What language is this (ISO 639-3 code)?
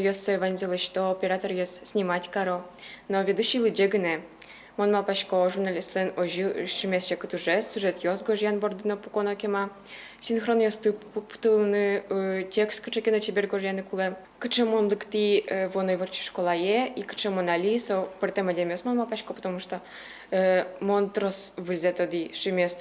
udm